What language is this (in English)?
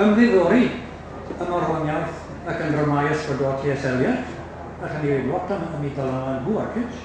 Welsh